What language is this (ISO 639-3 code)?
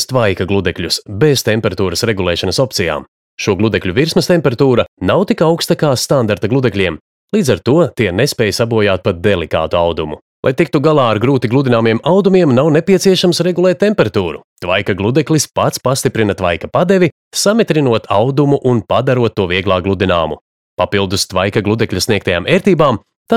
lav